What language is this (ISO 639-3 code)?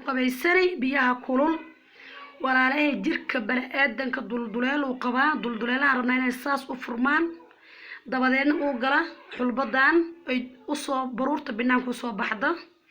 som